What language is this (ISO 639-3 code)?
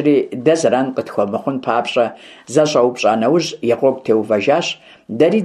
kbd